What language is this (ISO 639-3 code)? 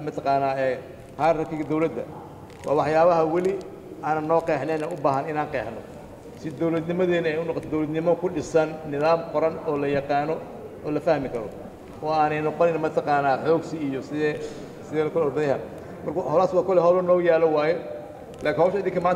som